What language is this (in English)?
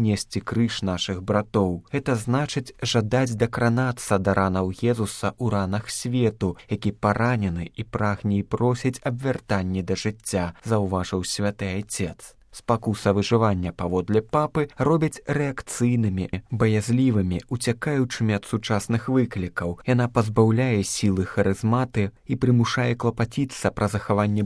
Belarusian